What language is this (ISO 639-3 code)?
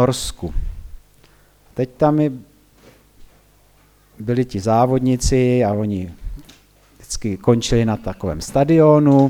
ces